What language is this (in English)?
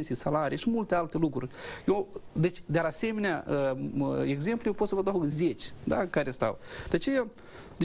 Romanian